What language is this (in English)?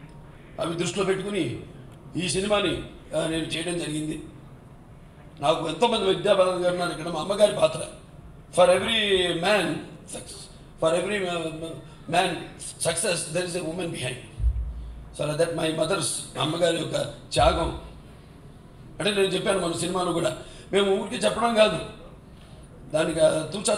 Telugu